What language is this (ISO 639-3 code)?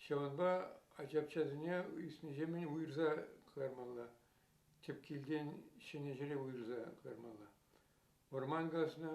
chv